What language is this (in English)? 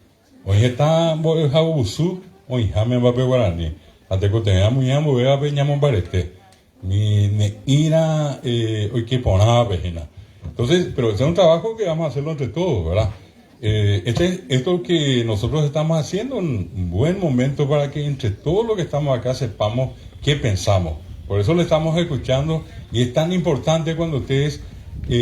Guarani